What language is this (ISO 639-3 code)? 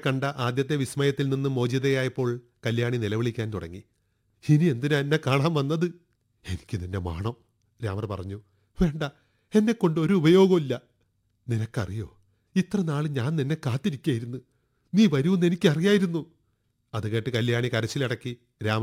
mal